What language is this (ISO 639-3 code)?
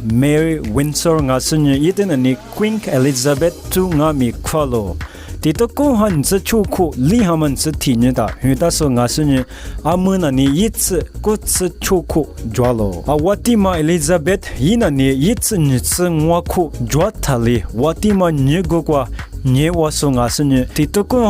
lis